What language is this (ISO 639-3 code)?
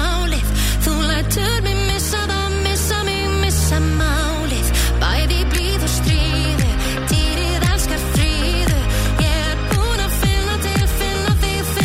isl